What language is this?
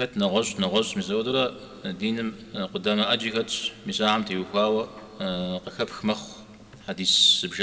Kabardian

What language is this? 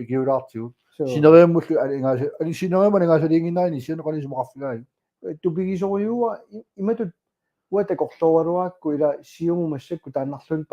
Kalaallisut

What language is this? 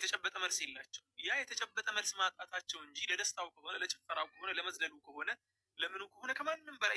Amharic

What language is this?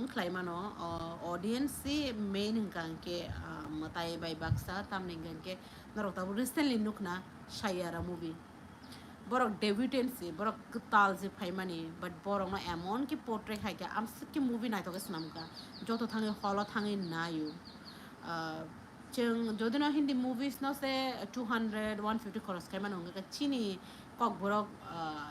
Kok Borok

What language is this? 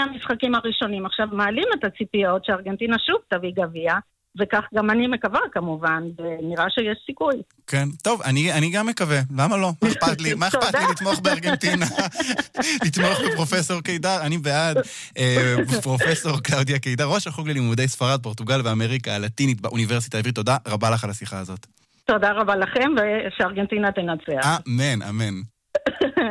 Hebrew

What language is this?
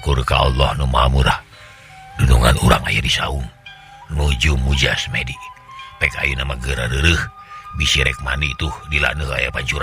Sundanese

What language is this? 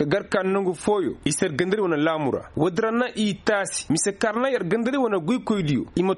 Koyraboro Senni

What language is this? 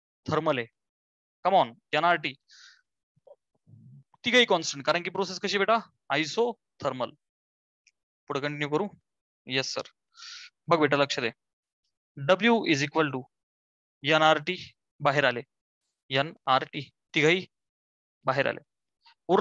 Marathi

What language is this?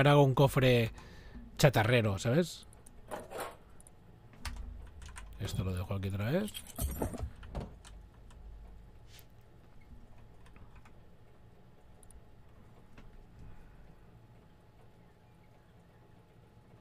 Spanish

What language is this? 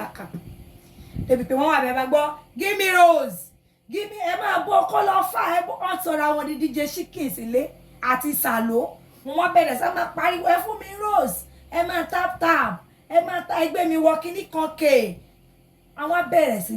Yoruba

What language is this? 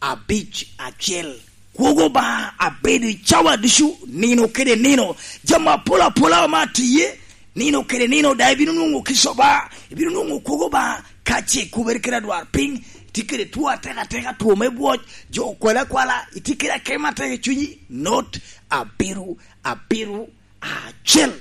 Lango (Uganda)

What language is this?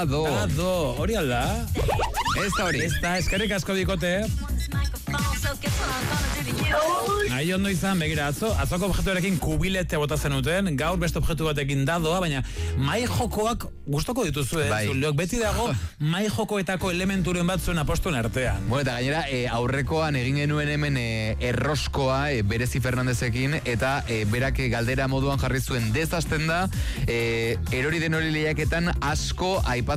Basque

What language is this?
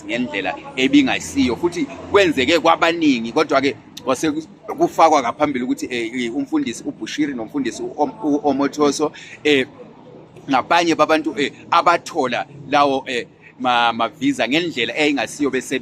Zulu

